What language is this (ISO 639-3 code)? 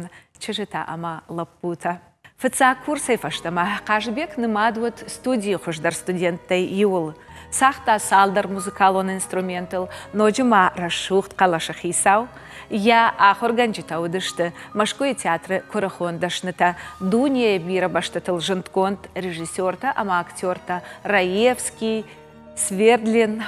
oss